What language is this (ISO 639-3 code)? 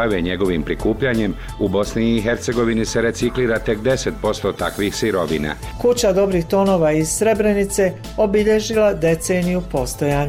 bos